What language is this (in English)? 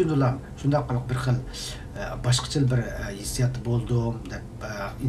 Uyghur